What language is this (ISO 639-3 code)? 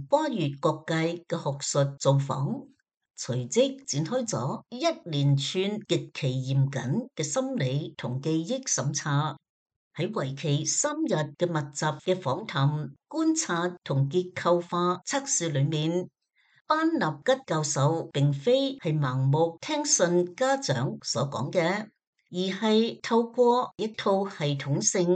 yue